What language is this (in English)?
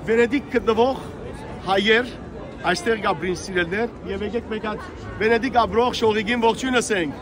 Western Armenian